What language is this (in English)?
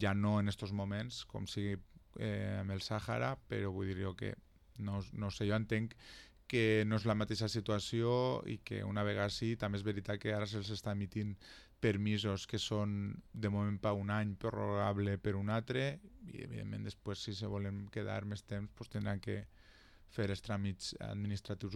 Catalan